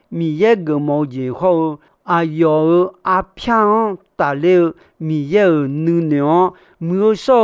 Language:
Akha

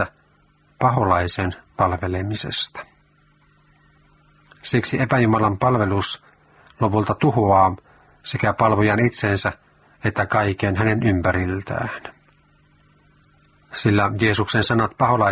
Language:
Finnish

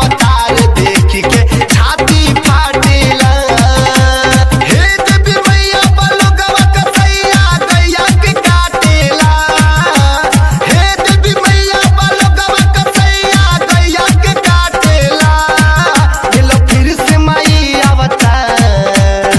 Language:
Bhojpuri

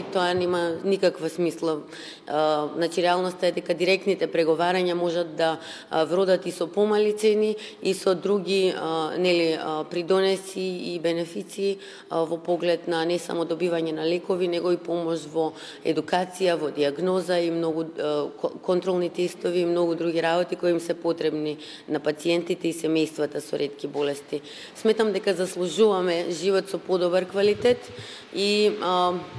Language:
Macedonian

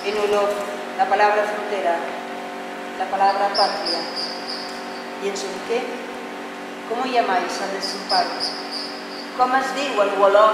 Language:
Catalan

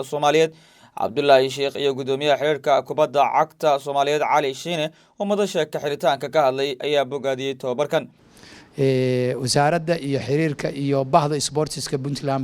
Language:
Somali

